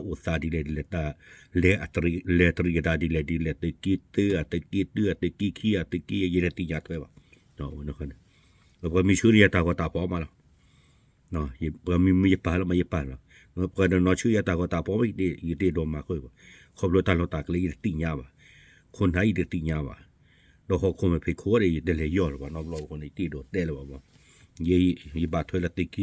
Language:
S'gaw Karen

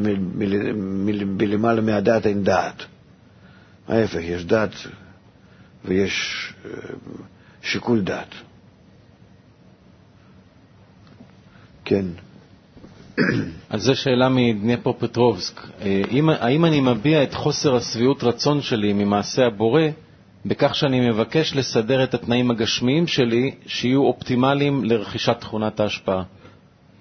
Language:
Hebrew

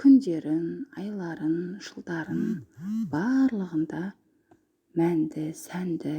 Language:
Kazakh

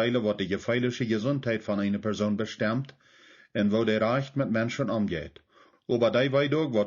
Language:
Plautdietsch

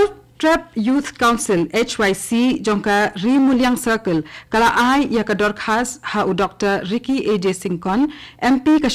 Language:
Khasi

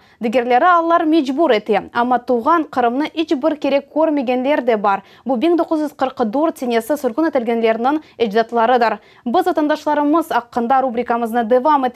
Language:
Crimean Tatar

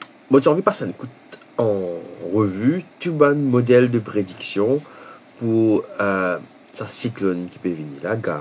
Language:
Morisyen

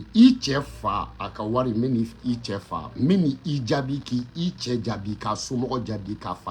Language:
Bambara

